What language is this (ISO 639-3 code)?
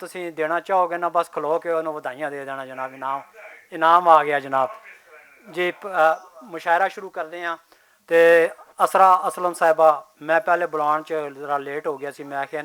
lah